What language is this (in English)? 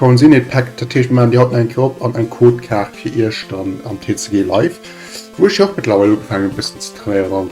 Luxembourgish